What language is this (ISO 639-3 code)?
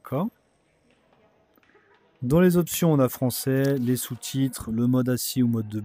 fra